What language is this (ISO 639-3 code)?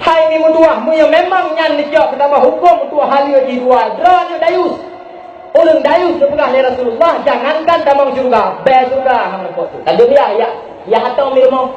ace